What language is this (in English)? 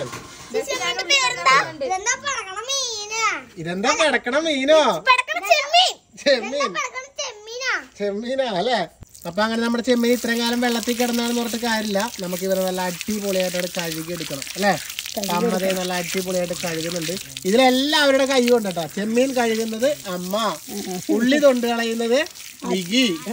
Malayalam